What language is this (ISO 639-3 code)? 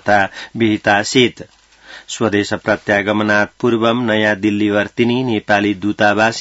san